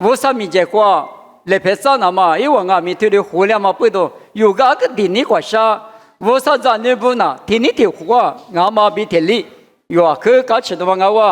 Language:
Lisu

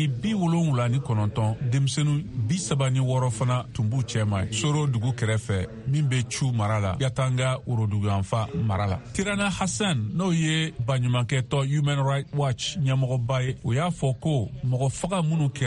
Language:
Bambara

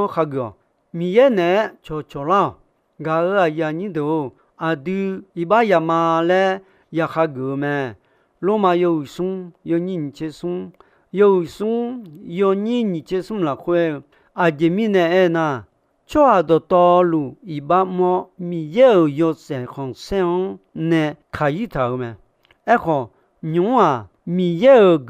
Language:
Akha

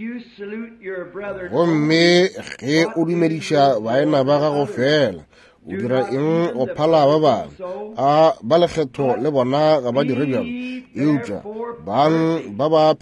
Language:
Northern Sotho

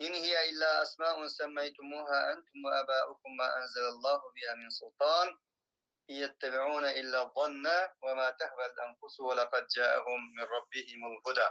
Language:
Uyghur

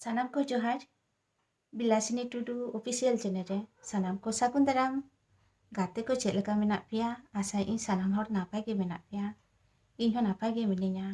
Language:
Santali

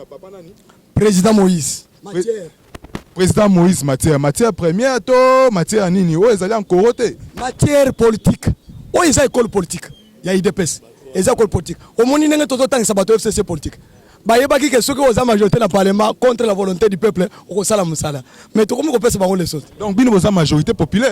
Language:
Lingala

